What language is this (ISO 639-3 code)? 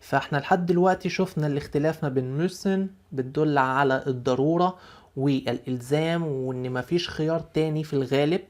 arz